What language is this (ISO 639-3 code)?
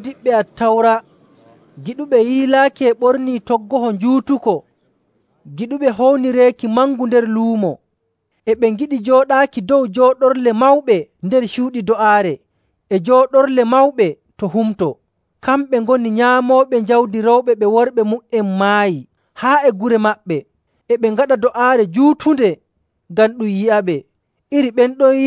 fuv